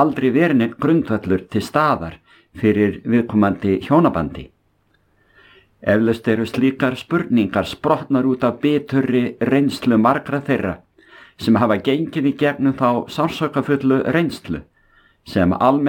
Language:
Icelandic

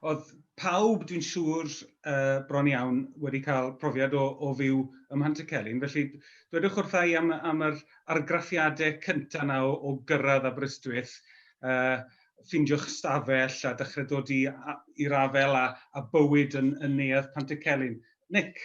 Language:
Welsh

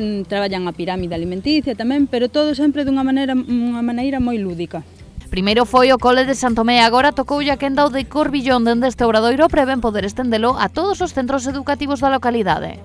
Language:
Galician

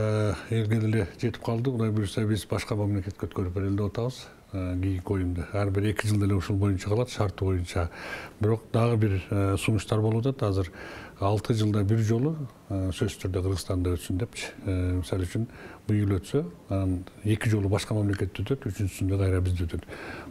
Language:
Kyrgyz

